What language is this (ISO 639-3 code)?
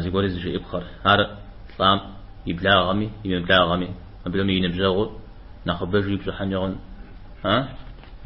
kbd